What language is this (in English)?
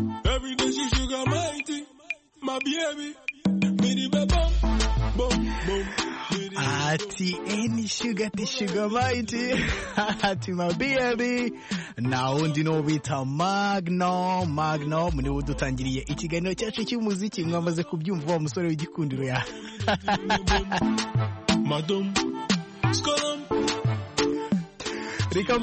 Kinyarwanda